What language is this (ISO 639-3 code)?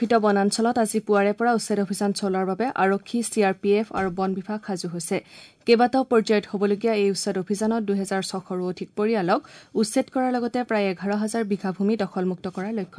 asm